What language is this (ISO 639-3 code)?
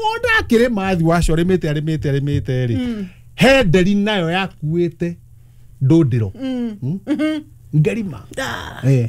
kik